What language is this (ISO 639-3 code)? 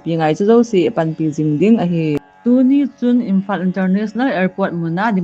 tcz